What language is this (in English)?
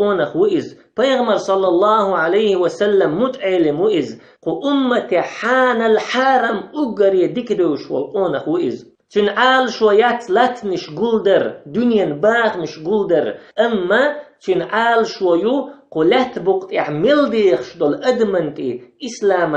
Chechen